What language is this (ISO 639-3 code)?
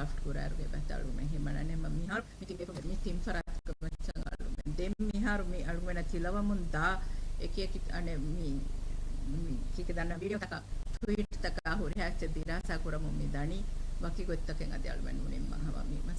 div